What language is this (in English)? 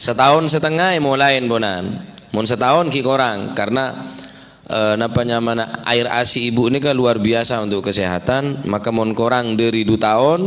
Madurese